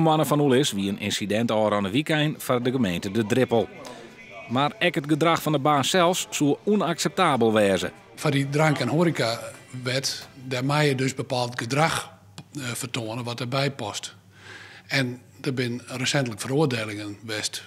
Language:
Western Frisian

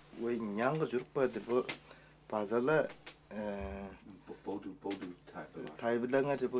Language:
Tuvinian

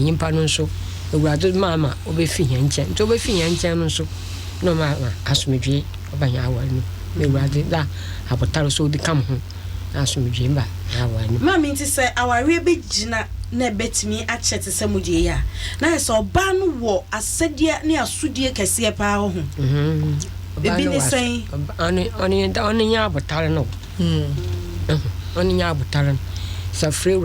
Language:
Akan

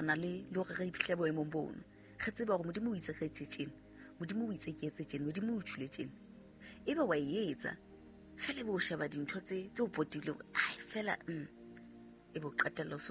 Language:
Southern Sotho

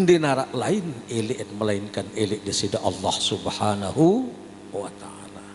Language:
Sasak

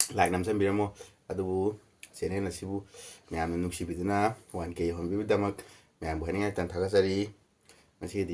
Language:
Manipuri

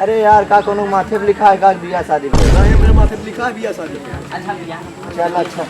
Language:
Awadhi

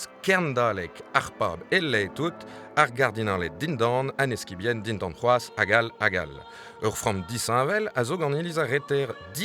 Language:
Breton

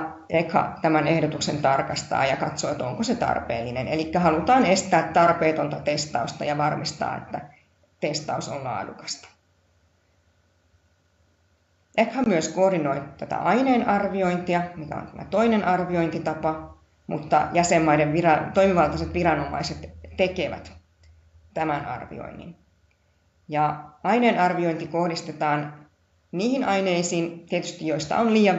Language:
Finnish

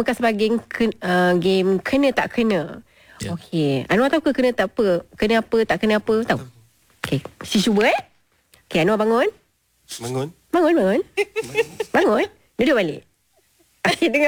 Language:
Malay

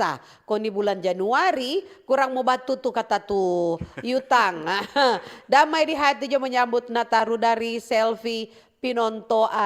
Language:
Manado Malay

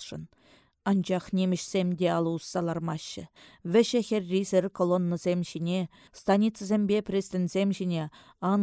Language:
Chuvash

